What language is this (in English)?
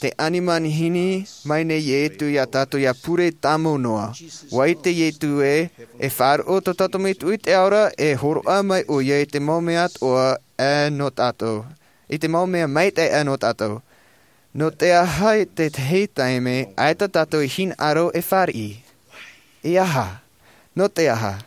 Tahitian